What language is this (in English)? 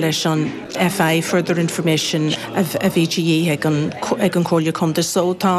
Irish